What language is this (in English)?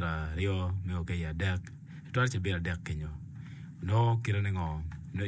Acoli